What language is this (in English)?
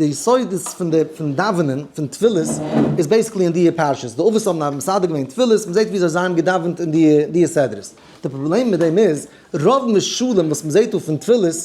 Yiddish